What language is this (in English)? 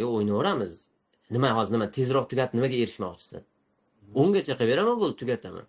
Uzbek